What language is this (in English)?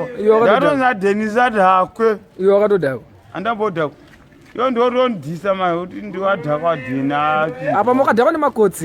Shona